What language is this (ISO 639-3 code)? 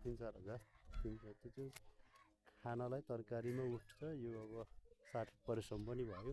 nep